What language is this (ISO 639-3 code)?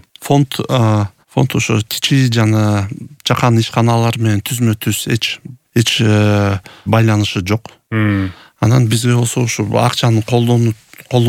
kir